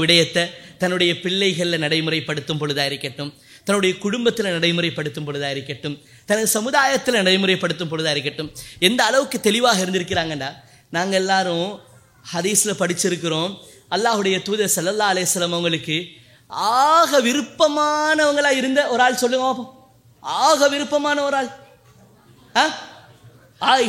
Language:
Tamil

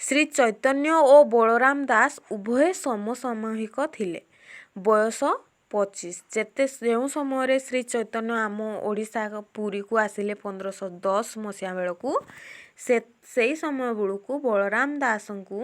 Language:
Odia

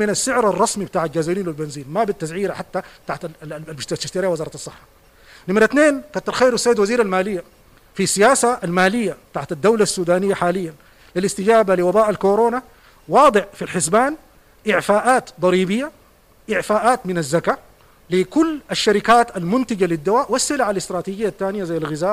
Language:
Sudanese Arabic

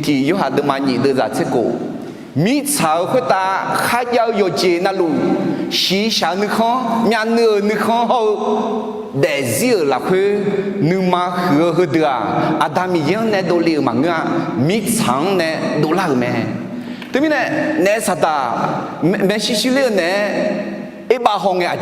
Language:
Akha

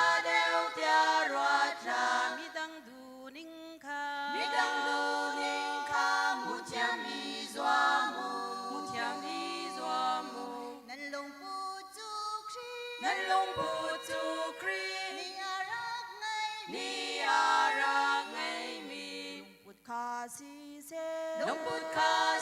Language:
Hakha Chin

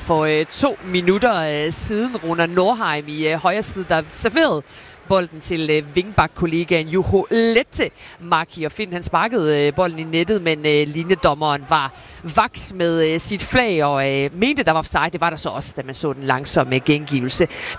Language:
Danish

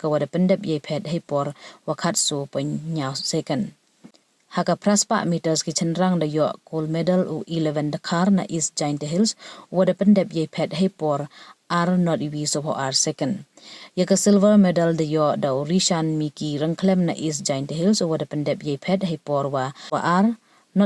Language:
Pnar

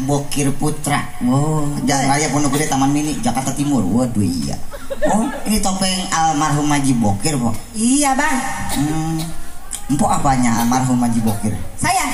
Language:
Betawi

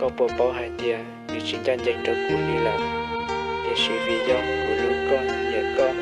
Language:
Hmong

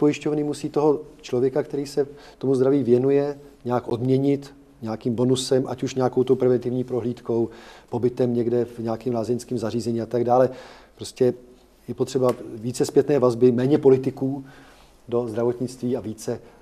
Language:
Czech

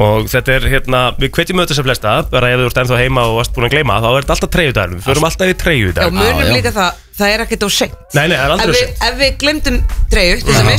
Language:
Icelandic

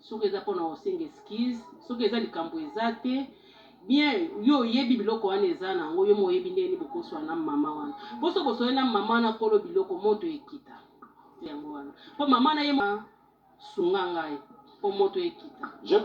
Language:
Lingala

